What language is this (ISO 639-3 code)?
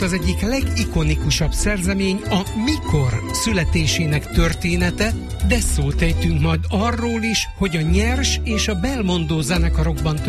hun